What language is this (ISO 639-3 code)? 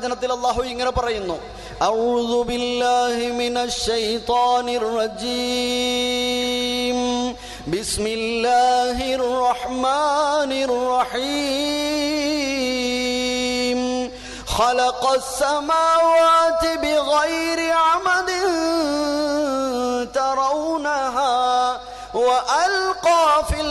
mal